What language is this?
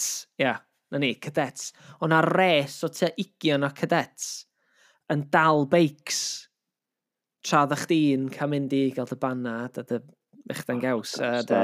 Welsh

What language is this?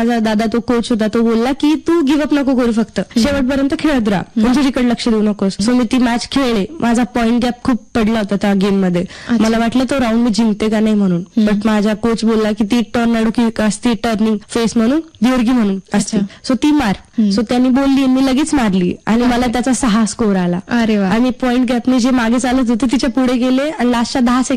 Marathi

